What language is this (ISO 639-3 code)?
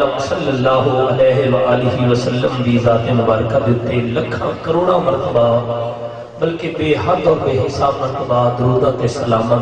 skr